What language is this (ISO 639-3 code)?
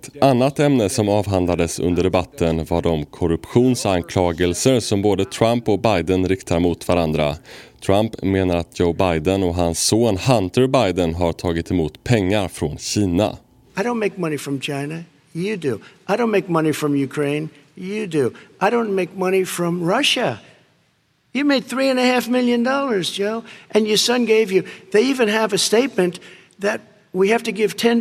swe